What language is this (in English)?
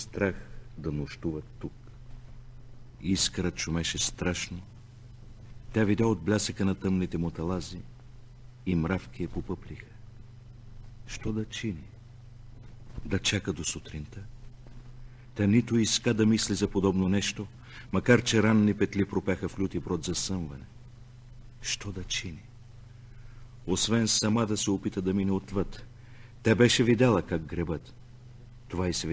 Bulgarian